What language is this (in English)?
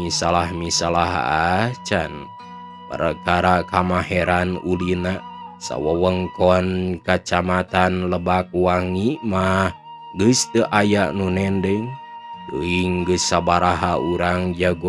Sundanese